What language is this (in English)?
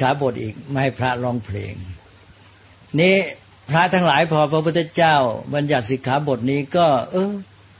Thai